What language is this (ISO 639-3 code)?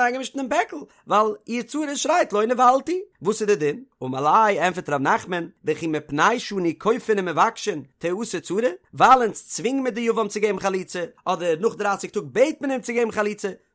yid